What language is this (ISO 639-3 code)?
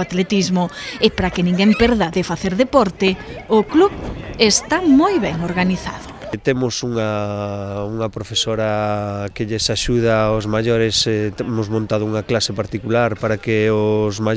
glg